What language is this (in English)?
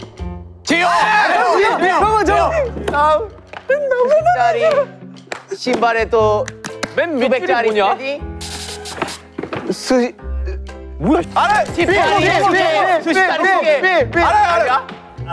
Korean